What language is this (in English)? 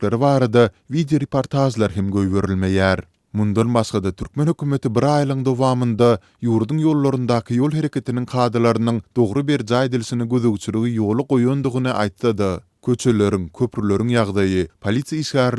Turkmen